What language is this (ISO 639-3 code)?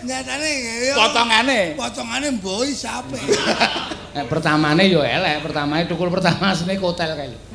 jav